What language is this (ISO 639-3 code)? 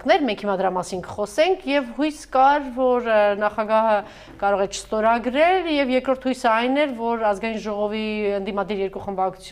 hye